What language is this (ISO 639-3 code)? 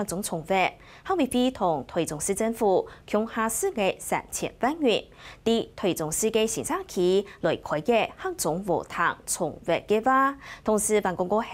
hak